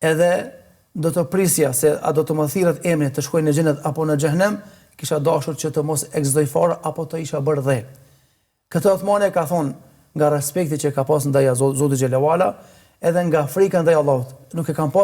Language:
Albanian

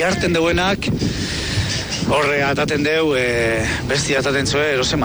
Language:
Basque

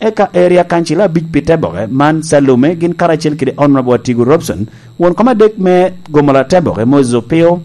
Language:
Lango (Uganda)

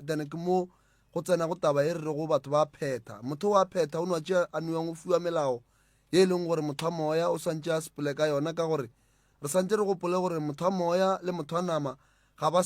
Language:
Northern Sotho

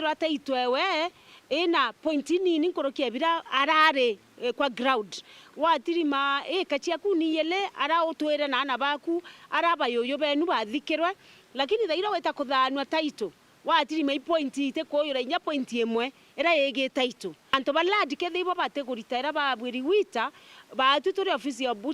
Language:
Meru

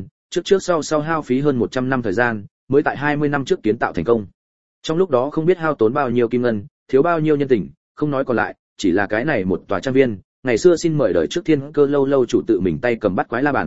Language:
Vietnamese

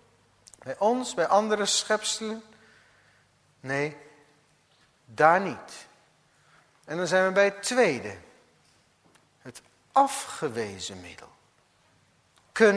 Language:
Dutch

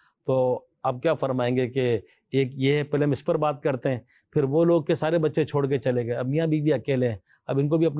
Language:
Urdu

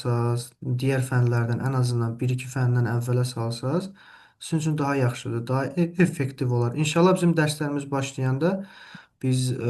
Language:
Azerbaijani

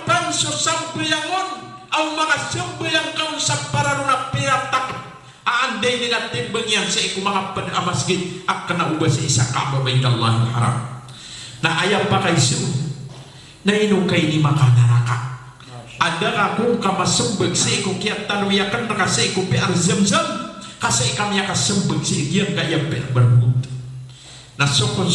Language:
Maranao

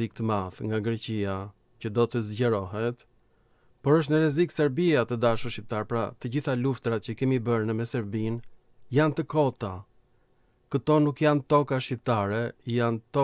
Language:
Albanian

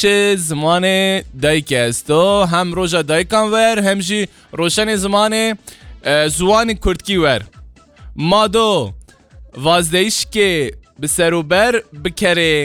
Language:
Kurdish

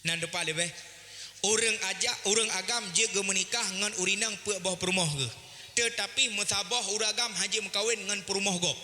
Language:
Achinese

